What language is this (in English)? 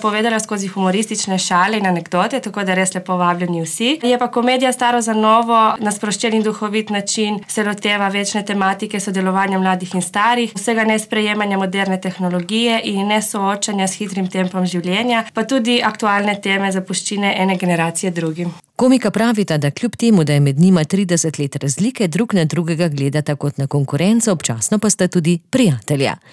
Slovenian